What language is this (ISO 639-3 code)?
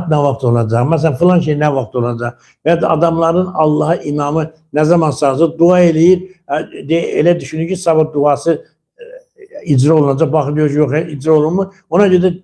aze